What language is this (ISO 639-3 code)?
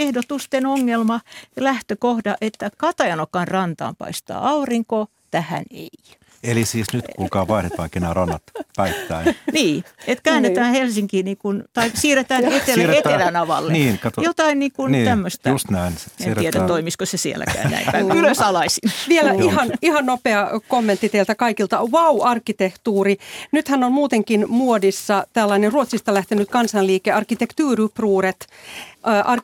fin